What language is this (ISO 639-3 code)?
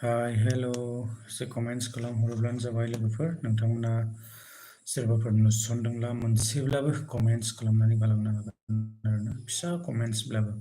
brx